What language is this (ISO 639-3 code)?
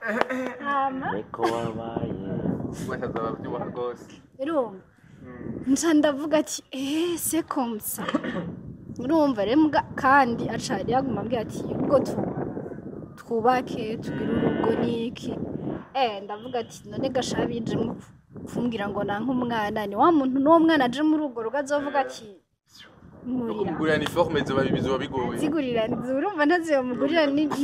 run